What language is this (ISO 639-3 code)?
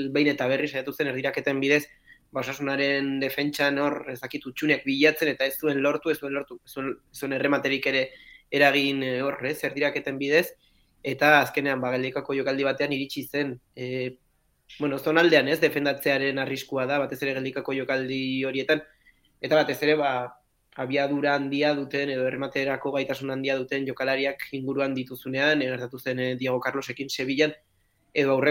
eus